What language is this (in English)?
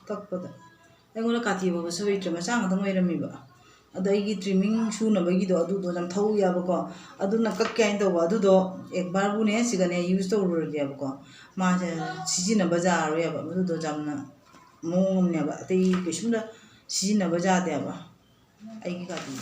Manipuri